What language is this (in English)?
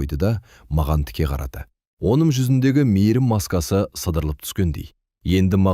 Kazakh